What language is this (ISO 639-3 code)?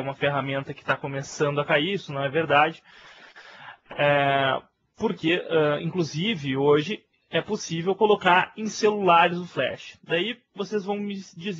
por